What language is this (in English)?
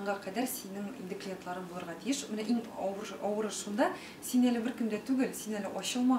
Tatar